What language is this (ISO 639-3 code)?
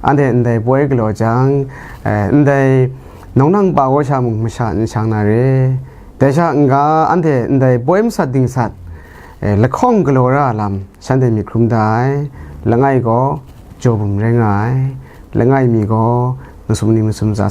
kac